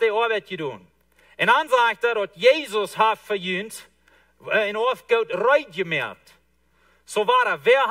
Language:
Plautdietsch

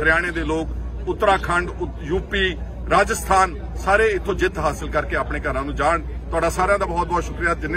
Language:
Punjabi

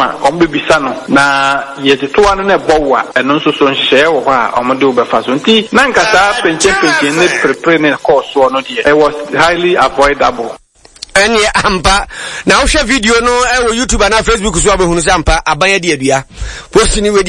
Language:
Akan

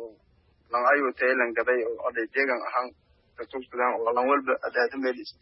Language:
Somali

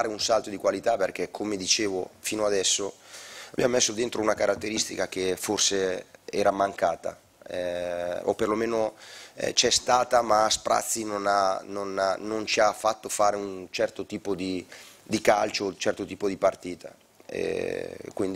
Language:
Italian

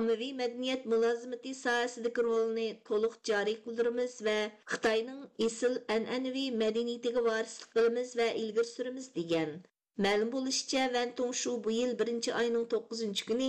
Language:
Uyghur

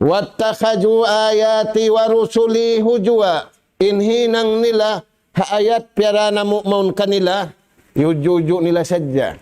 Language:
Tausug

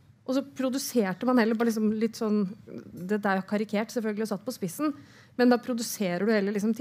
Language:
Norwegian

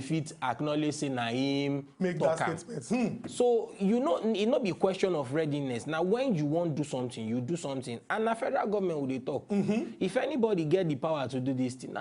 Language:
Nigerian Pidgin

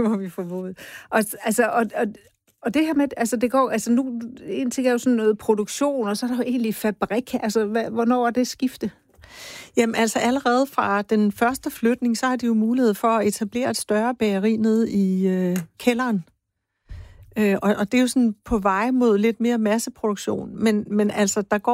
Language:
Danish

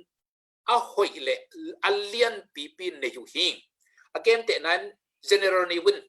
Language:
Tedim Chin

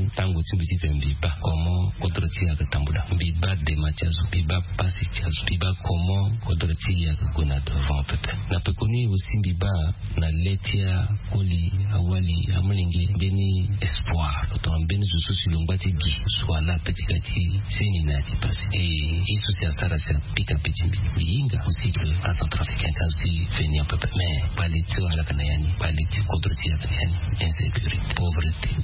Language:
Sango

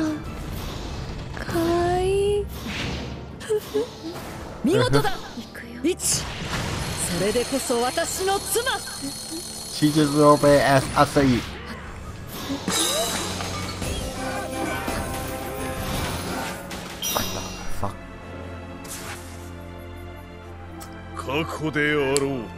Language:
Japanese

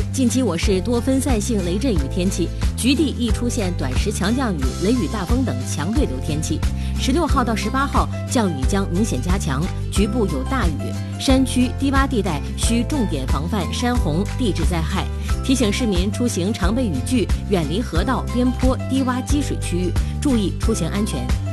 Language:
Chinese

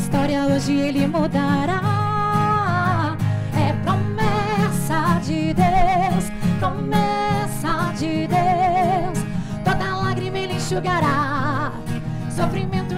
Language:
Portuguese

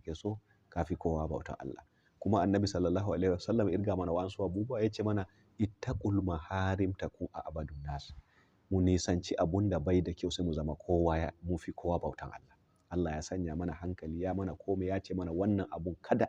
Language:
Hausa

